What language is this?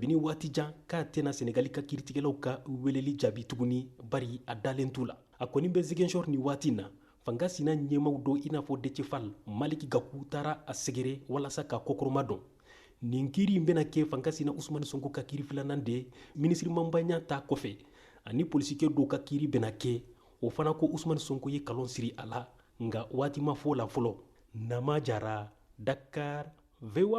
Bambara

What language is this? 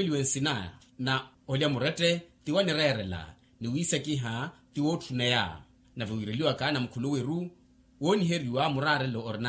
Makhuwa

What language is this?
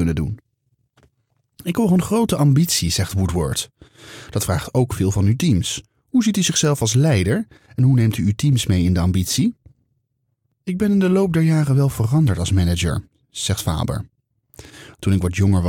Dutch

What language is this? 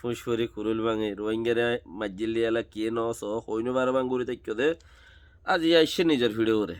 Rohingya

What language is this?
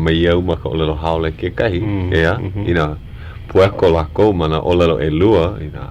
Hawaiian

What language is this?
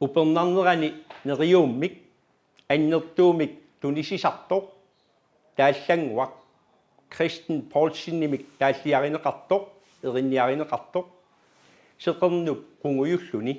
Kalaallisut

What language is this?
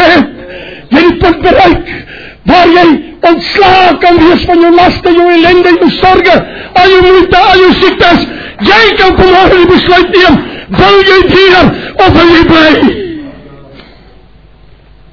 Afrikaans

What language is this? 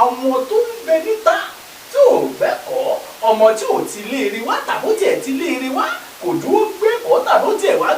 Yoruba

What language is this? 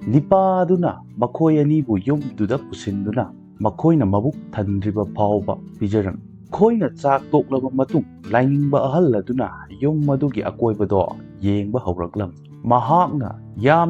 Manipuri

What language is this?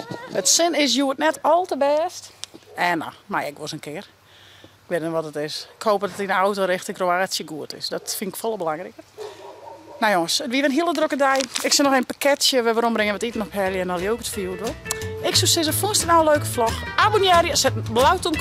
Western Frisian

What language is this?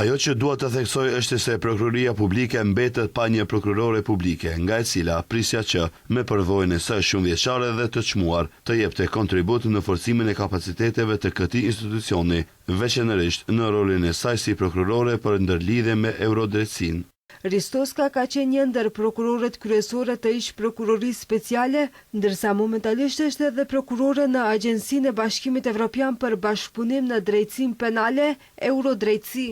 Albanian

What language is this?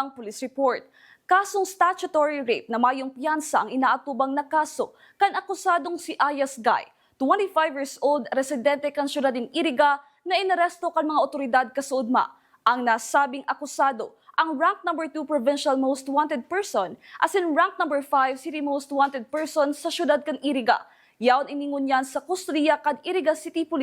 Bikol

